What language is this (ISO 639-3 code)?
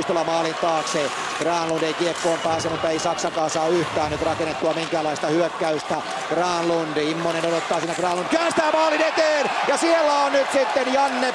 fin